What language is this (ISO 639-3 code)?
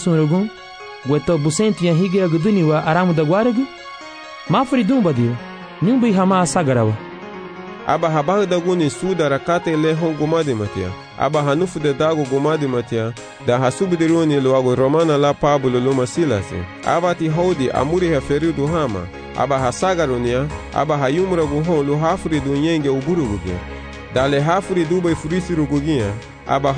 cab